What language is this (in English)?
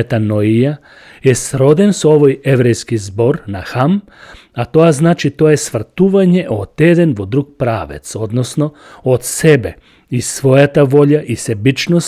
Macedonian